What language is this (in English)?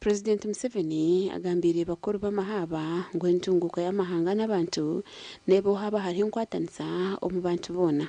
Nyankole